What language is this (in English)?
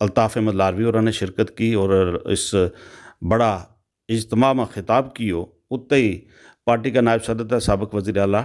Gujari